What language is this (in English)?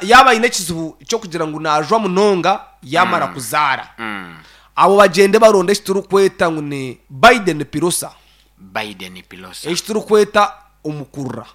Nyankole